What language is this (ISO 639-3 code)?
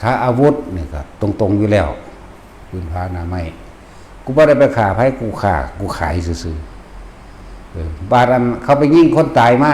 tts